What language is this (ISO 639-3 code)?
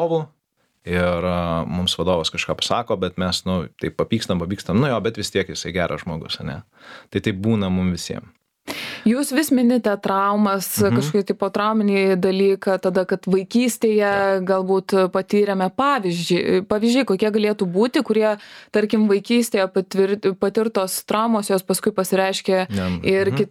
lit